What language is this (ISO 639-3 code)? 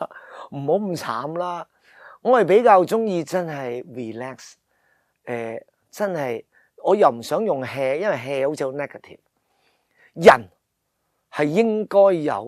yue